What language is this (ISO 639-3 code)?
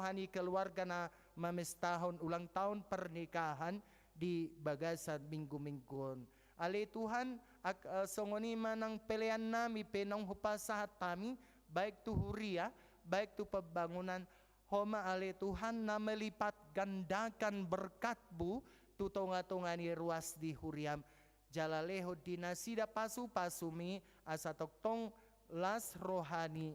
bbc